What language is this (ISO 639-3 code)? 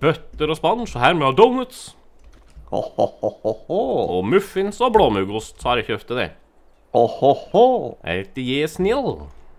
nor